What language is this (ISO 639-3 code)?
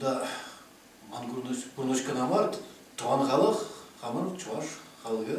chv